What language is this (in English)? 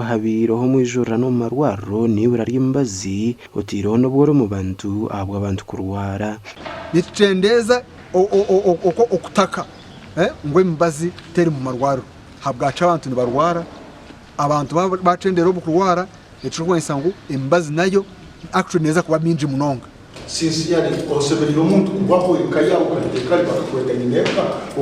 Nyankole